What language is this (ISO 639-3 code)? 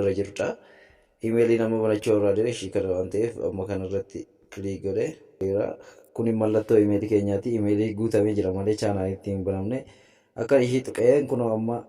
orm